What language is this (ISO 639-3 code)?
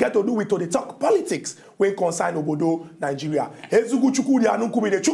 pcm